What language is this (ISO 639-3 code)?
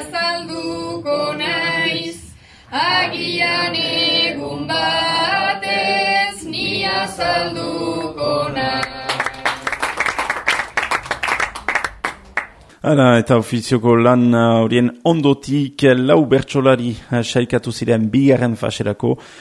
eus